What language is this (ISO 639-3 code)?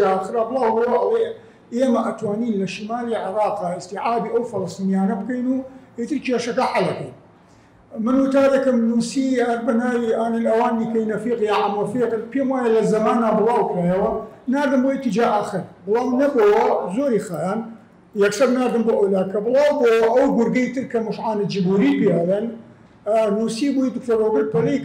ckb